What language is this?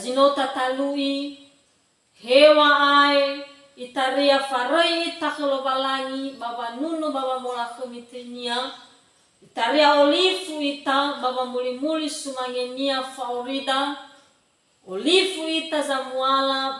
Nias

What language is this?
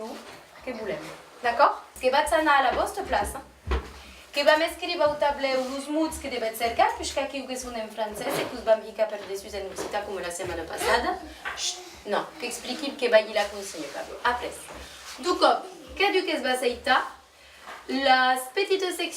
Occitan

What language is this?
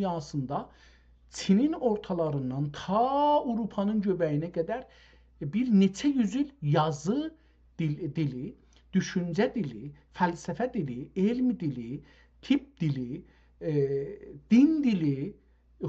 South Azerbaijani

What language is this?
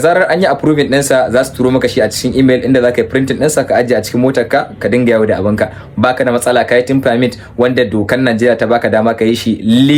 Hausa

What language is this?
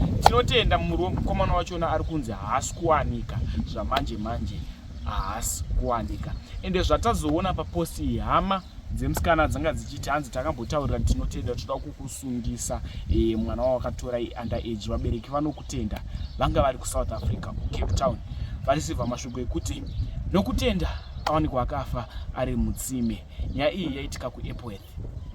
Shona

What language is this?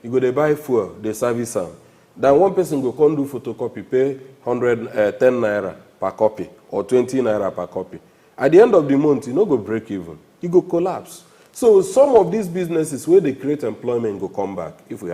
Nigerian Pidgin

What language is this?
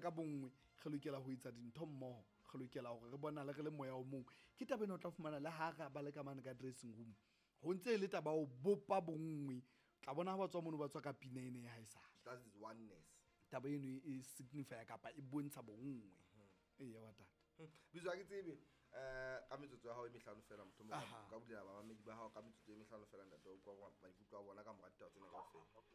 Southern Sotho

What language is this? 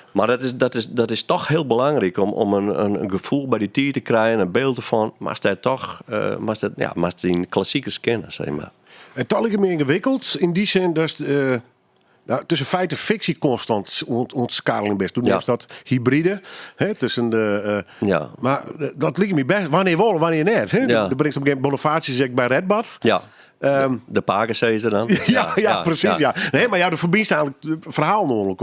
Western Frisian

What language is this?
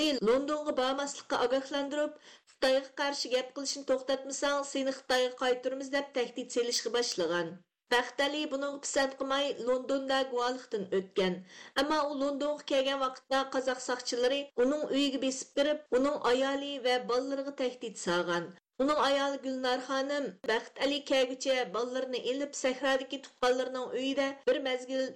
Uyghur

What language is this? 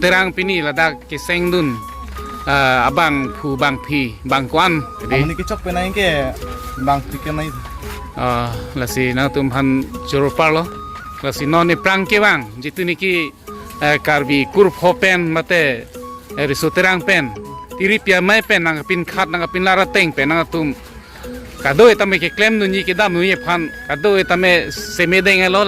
Karbi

